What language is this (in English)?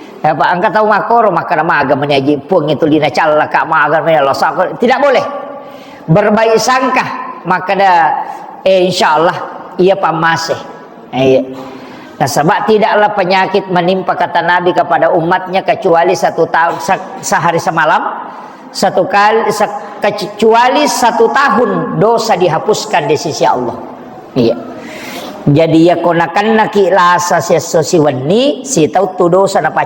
Buginese